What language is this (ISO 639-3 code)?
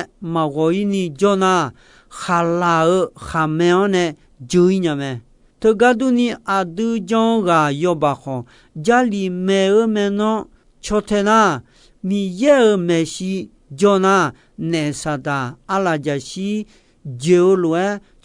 ahk